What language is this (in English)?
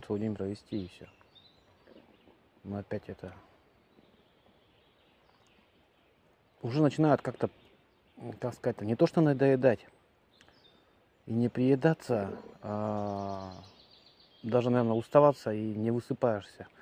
Russian